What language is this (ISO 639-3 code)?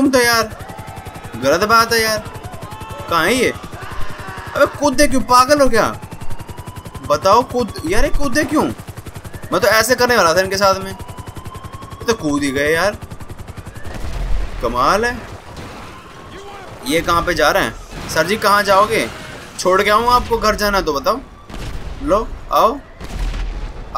hin